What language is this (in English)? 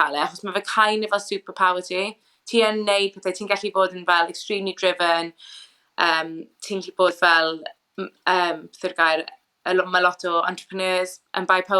Welsh